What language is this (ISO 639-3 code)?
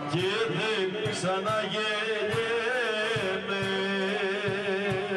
ell